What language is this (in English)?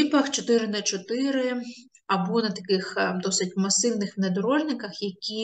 Ukrainian